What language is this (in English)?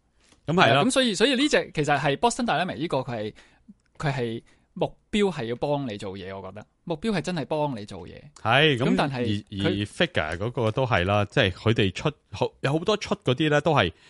Cantonese